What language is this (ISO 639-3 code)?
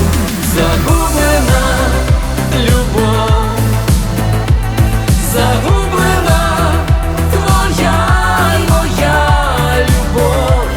ukr